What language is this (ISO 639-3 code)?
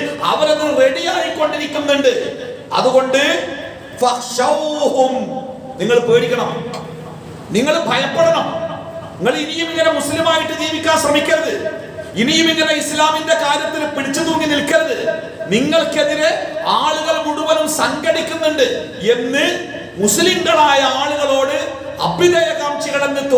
mal